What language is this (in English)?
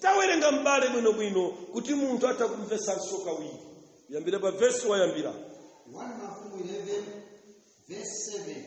Nyanja